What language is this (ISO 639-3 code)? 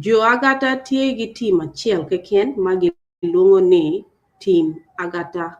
ach